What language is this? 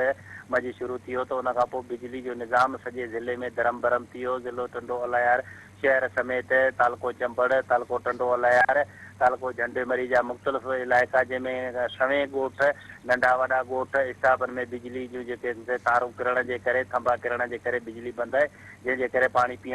Sindhi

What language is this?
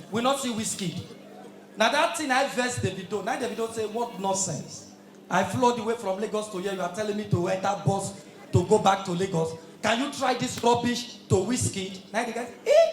Nigerian Pidgin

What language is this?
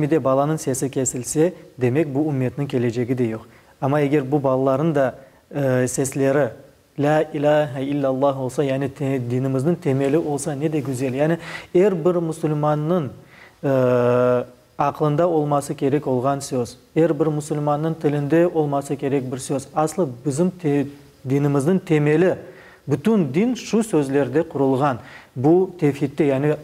Crimean Tatar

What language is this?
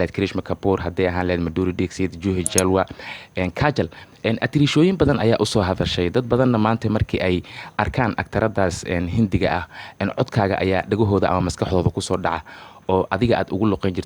Somali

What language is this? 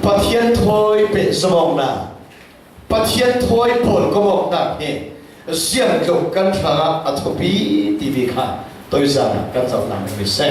Falam Chin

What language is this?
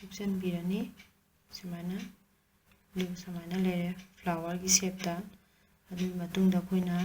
Manipuri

